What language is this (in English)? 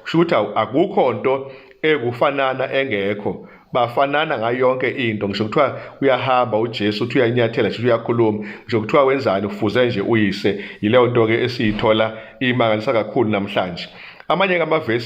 Zulu